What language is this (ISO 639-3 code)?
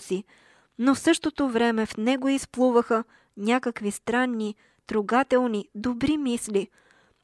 bul